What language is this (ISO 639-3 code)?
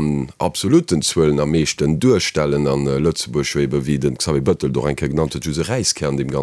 ltz